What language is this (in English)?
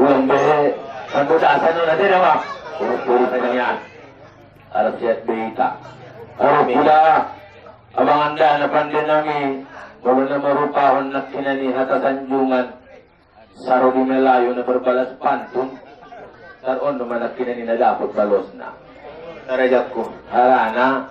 Batak Angkola